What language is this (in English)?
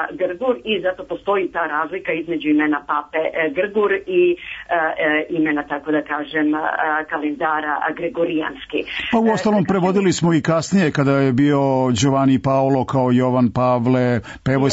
Serbian